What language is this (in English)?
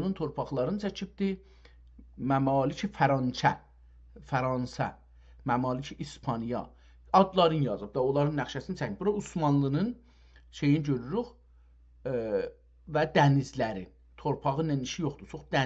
South Azerbaijani